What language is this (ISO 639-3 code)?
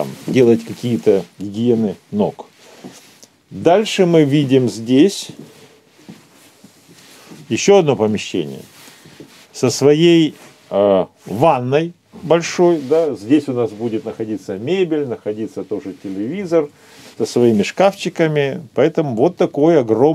rus